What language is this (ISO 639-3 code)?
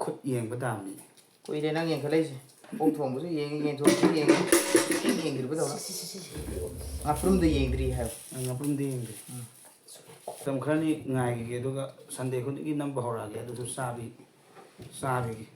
mni